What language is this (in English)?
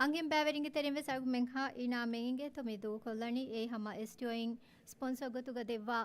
Divehi